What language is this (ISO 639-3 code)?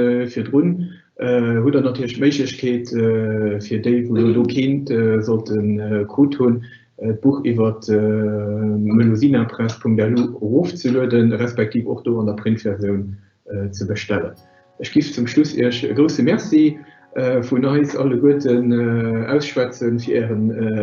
ltz